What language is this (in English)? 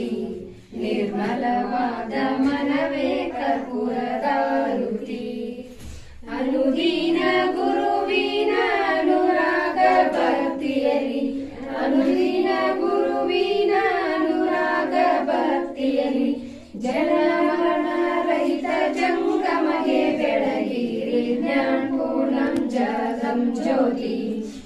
Kannada